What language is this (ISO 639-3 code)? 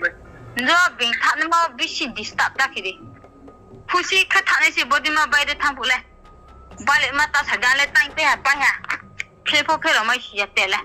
ria